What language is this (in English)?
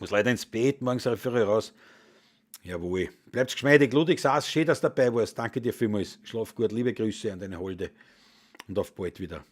Bavarian